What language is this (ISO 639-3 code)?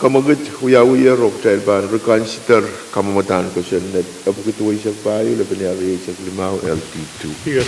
pon